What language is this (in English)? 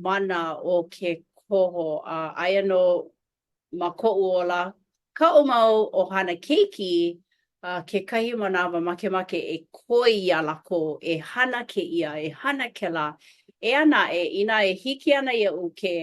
Hawaiian